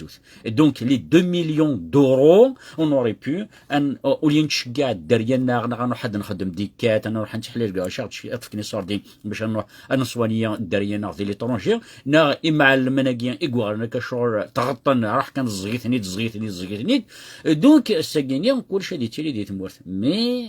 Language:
Kabyle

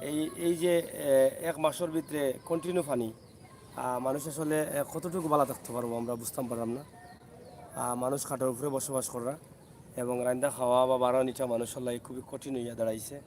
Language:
Sylheti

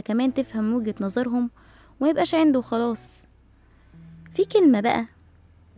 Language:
Egyptian Arabic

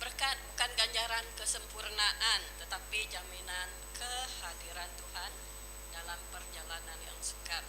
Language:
Iban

